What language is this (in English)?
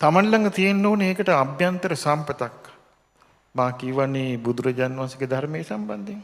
Sinhala